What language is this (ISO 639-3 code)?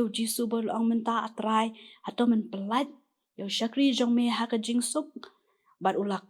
kha